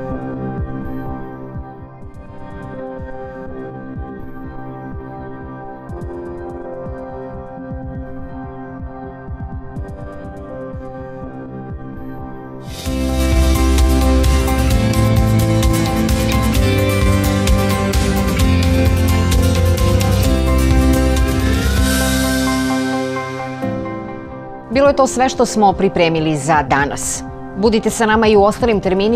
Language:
Serbian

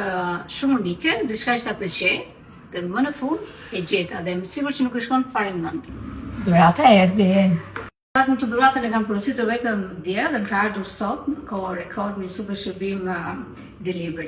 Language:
Albanian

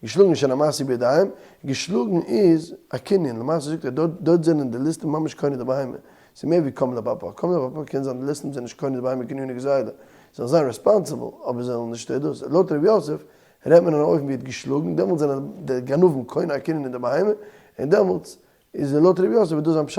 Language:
Yiddish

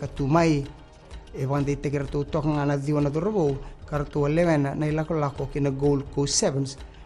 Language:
Fijian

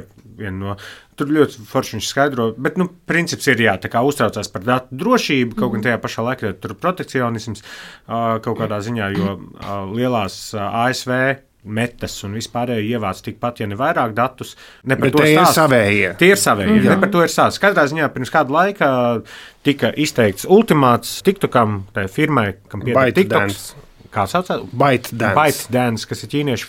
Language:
Latvian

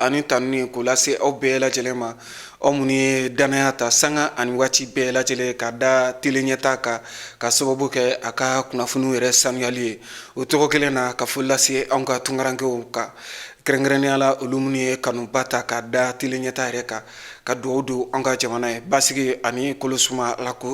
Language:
Bambara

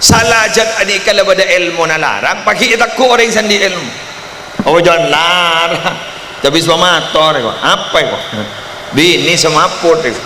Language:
Madurese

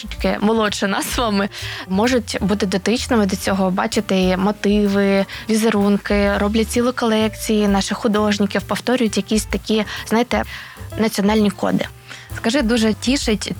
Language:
Ukrainian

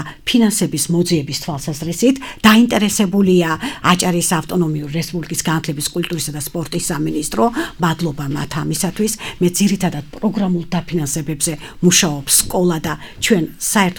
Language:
Georgian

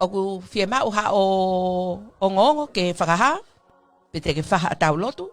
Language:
Tongan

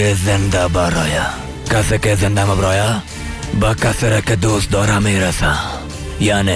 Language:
Persian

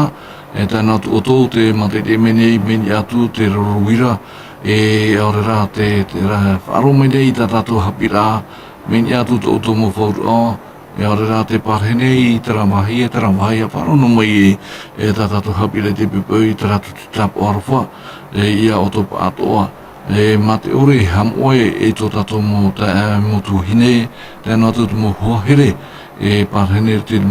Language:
Tahitian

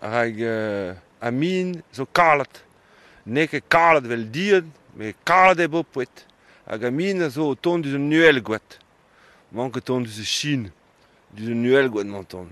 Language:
Breton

